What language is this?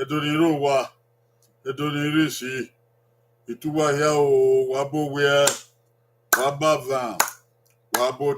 Bini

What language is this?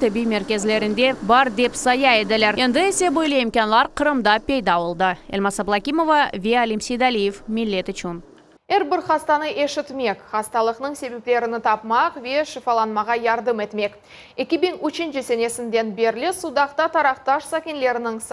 Crimean Tatar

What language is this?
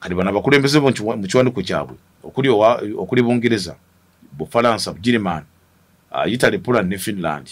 Ganda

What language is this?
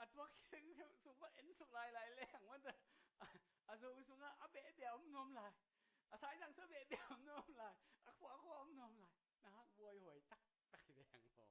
Tedim Chin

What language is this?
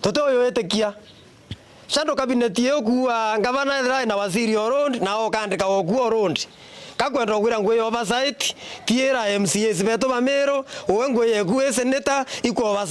Meru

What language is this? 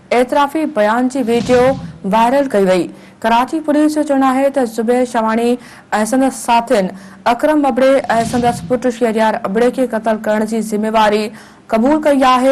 Sindhi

